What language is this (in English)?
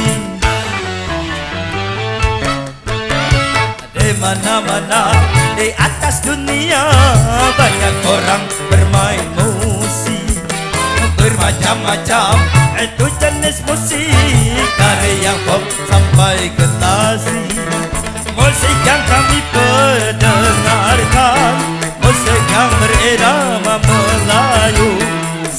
Malay